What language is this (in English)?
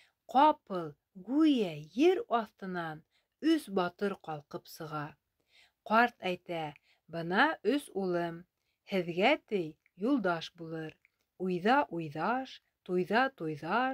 Bashkir